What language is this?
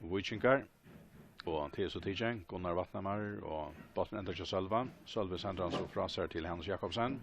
Faroese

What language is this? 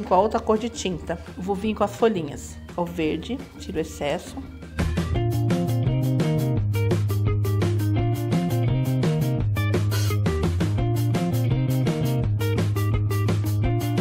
Portuguese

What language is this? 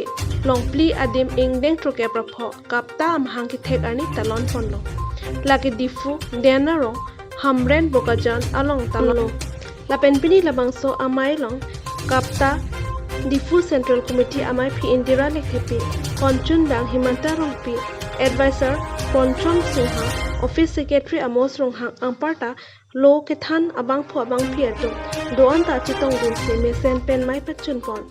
Karbi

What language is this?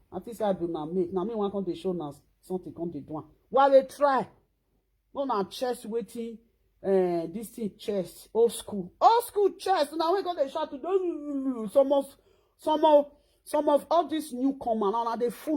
Nigerian Pidgin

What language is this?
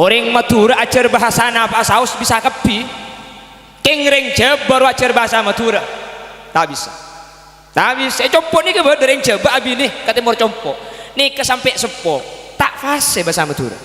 Madurese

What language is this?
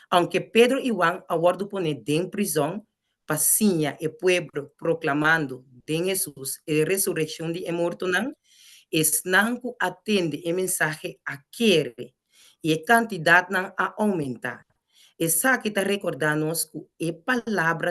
Papiamento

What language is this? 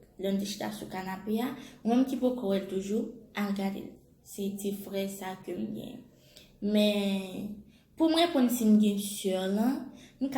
Haitian Creole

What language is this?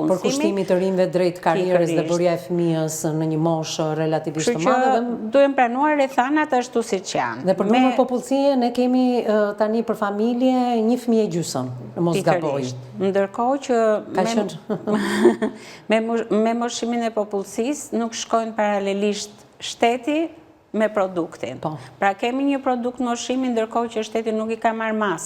Albanian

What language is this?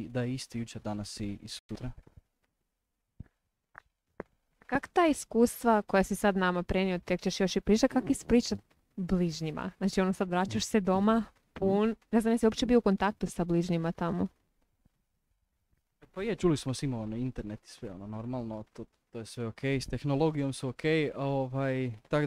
Croatian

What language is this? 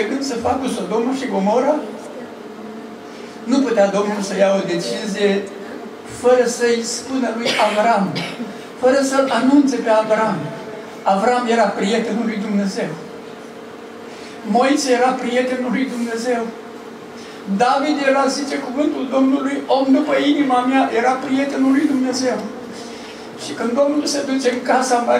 Romanian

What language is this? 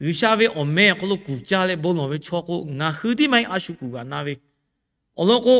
Lahu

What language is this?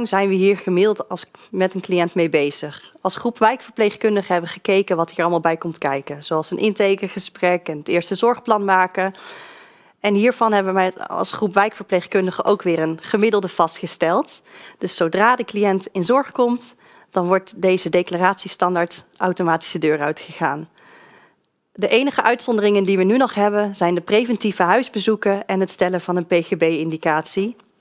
Dutch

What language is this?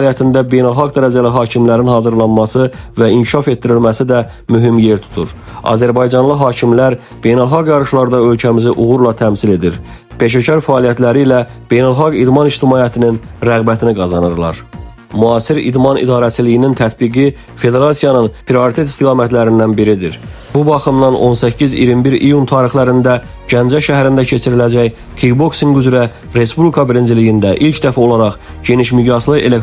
Azerbaijani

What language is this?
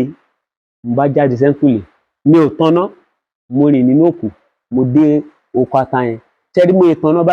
Yoruba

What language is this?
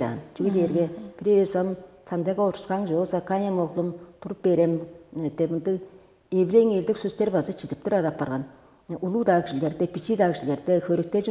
Tuvinian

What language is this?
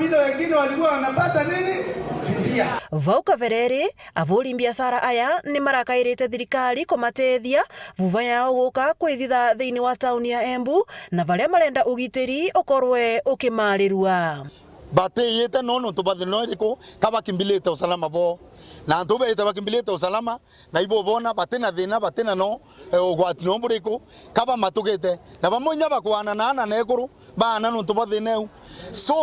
Meru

